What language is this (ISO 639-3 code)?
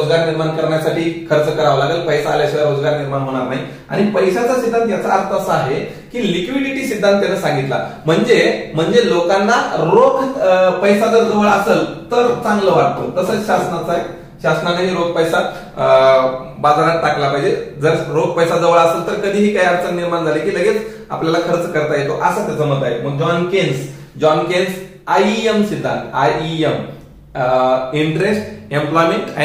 mar